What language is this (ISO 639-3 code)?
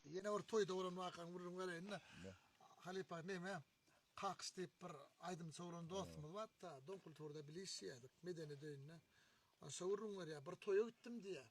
tuk